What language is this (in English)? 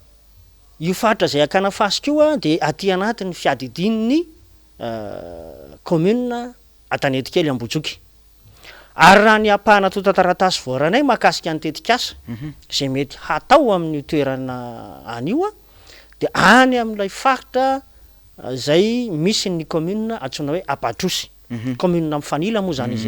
Malagasy